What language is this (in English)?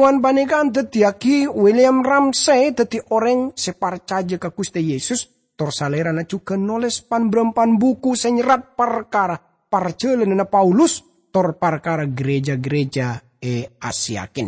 Madurese